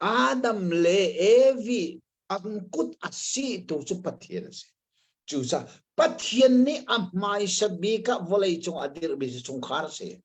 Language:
Hakha Chin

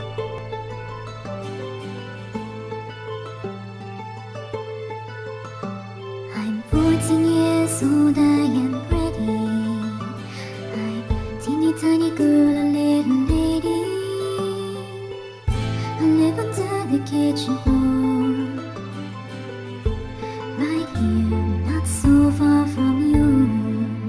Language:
English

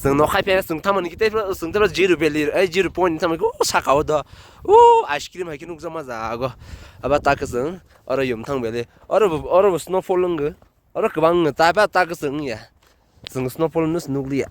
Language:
Kok Borok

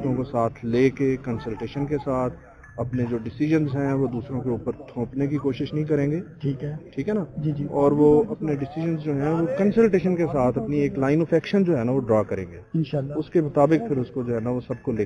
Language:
Urdu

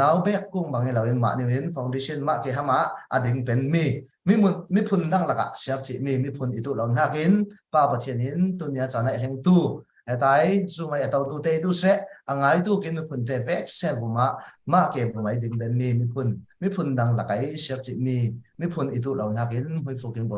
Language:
Falam Chin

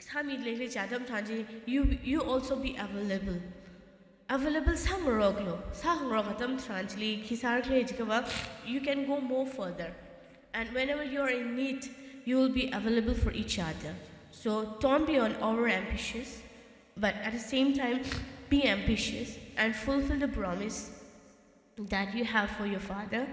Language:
Tangkhul Naga (India)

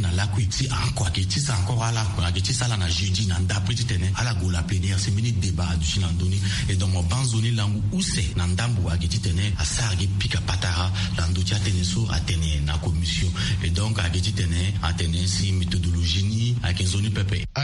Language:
Sango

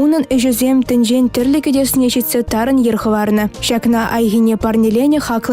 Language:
Chuvash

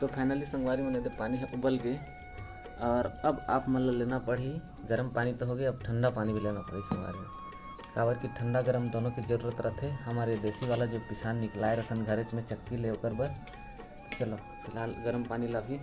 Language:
Chhattisgarhi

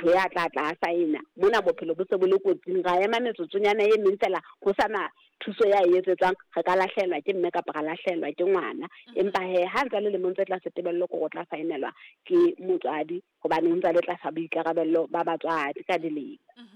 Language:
Southern Sotho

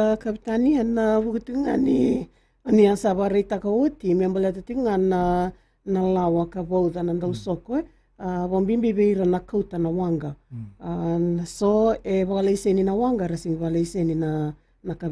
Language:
Fijian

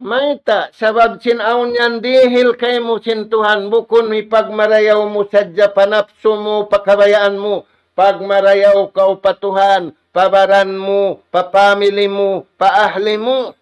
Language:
Tausug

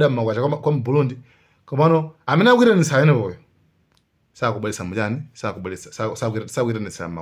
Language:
Nyanja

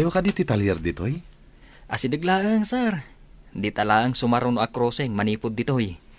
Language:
Iloko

